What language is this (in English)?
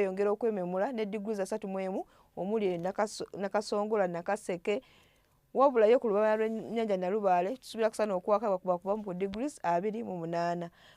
Ganda